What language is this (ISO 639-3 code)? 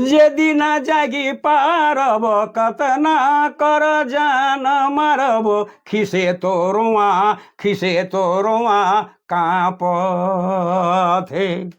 sck